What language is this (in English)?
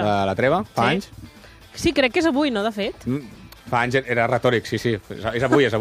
Catalan